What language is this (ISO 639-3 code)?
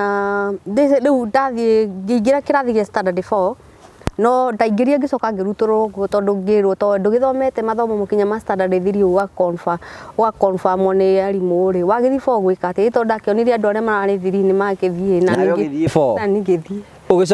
kik